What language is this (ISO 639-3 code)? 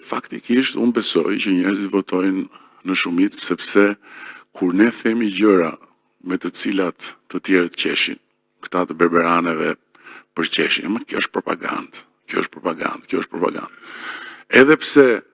sqi